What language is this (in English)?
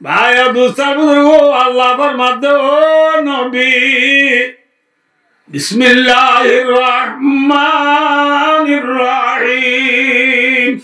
Rohingya